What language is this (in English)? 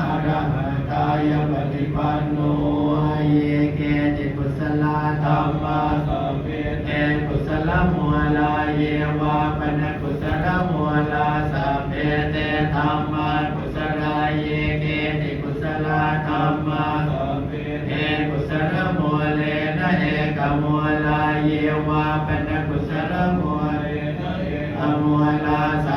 Pali